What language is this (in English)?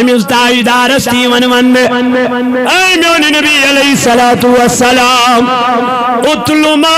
Kashmiri